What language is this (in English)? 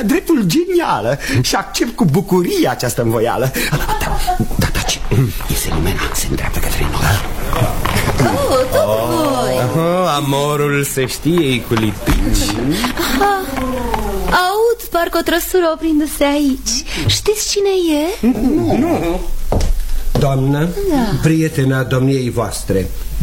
Romanian